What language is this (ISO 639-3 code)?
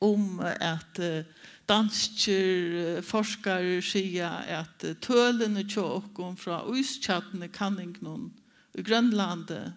fao